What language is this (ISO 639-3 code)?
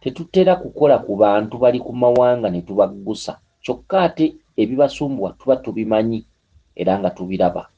lug